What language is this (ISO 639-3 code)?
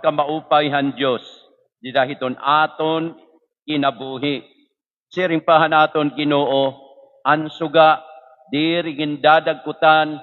war